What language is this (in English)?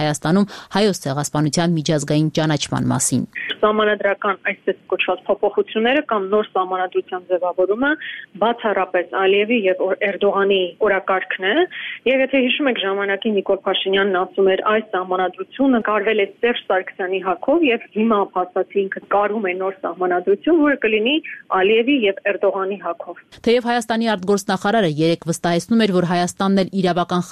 Armenian